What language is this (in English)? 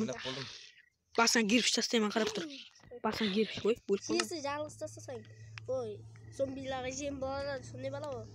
Kara-Kalpak